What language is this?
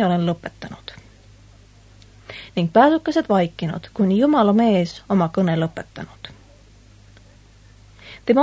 Estonian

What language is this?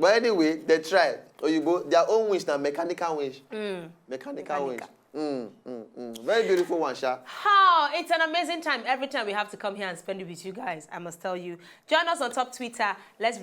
Nigerian Pidgin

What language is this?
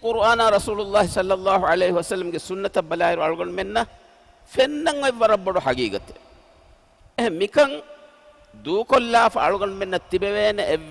Divehi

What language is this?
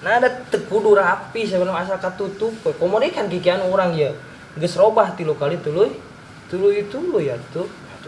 Sundanese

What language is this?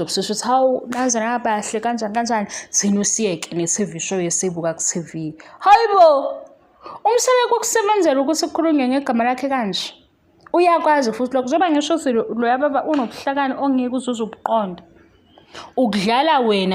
Zulu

